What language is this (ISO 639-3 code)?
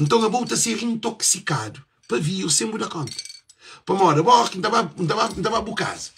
kea